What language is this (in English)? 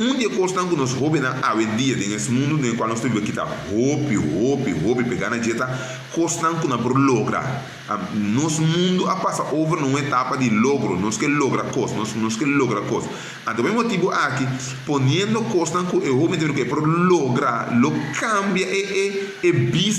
Papiamento